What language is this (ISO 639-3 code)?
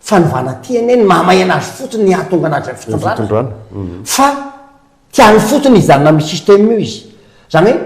mlg